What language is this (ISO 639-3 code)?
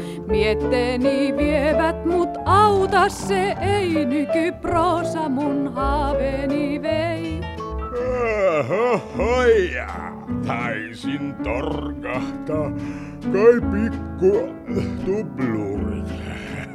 fin